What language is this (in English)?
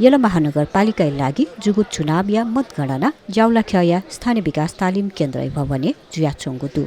Newari